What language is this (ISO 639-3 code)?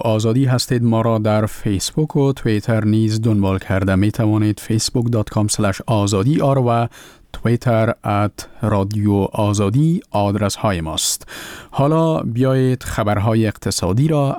fas